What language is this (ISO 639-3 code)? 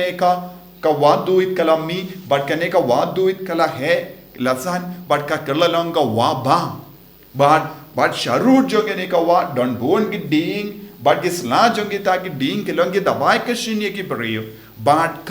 kha